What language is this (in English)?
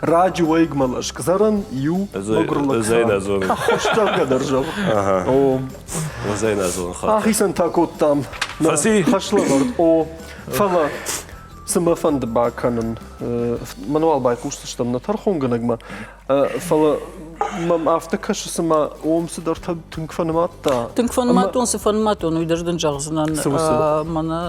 Ossetic